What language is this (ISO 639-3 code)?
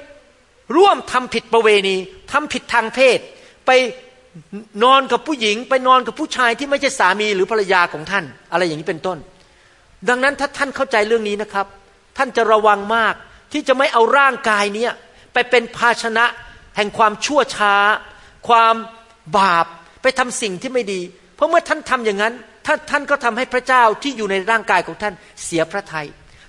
tha